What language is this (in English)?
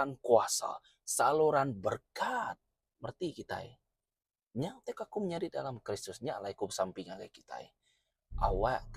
Iban